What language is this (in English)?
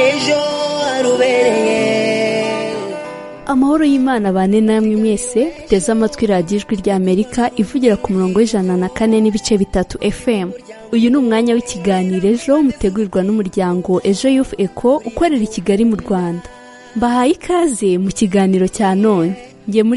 Kinyarwanda